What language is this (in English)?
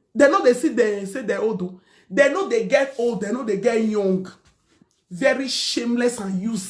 Nigerian Pidgin